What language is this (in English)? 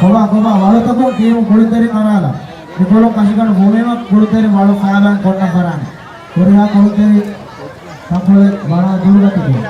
Divehi